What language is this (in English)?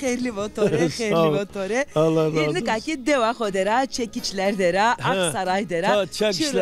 Zaza